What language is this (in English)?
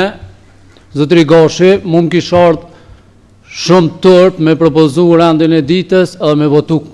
Albanian